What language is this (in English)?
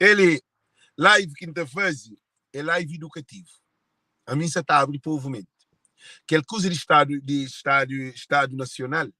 Kabuverdianu